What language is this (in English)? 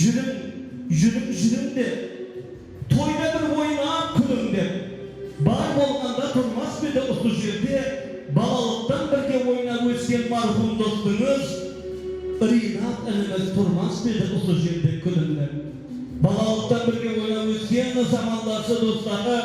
Kara-Kalpak